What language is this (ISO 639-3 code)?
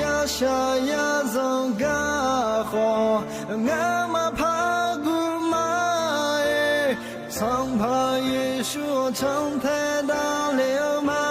ahk